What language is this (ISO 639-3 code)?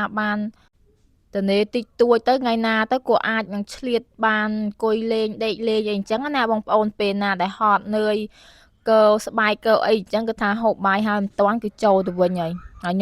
khm